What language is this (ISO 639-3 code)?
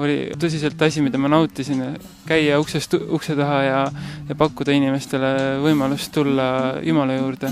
est